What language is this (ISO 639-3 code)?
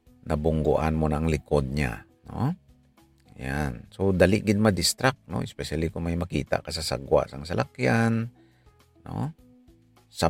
hil